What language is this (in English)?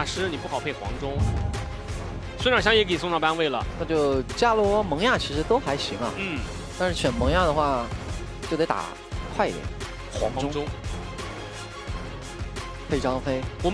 Chinese